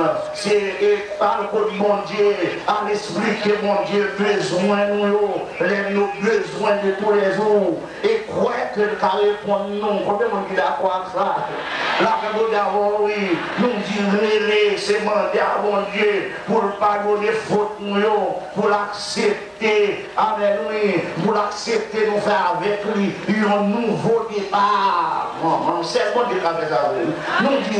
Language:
Haitian Creole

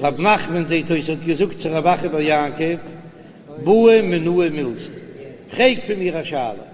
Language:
Yiddish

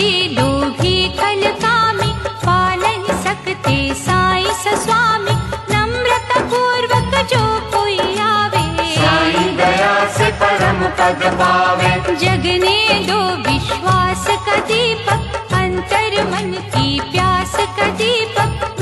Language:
Hindi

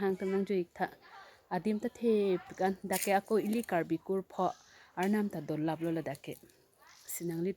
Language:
Karbi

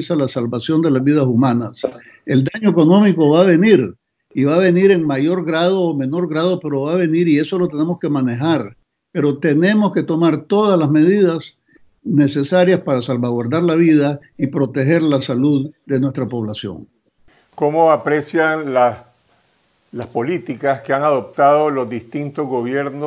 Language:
Spanish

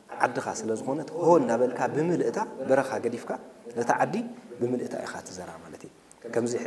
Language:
Tigrinya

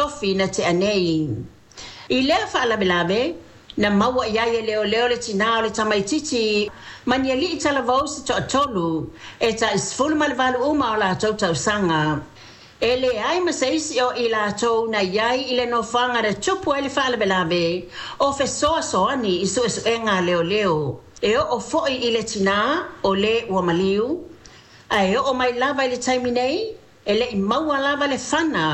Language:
Samoan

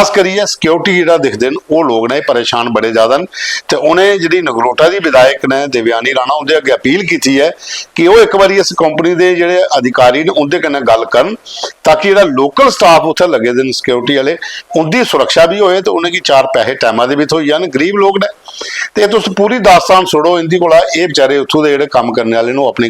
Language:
Dogri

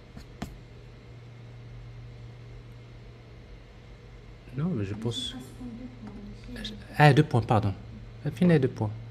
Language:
French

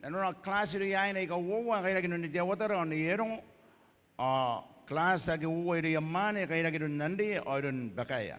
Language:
Gilbertese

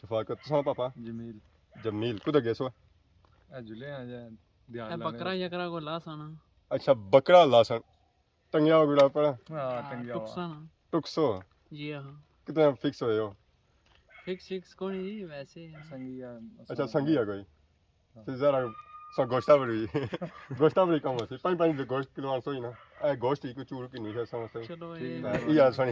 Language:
Pahari-Potwari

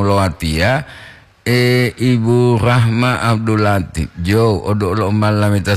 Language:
Gorontalo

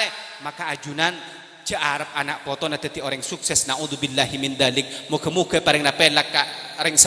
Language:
Madurese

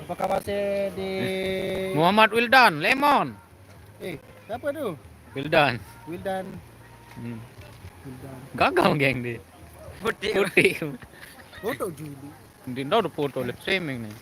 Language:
Sasak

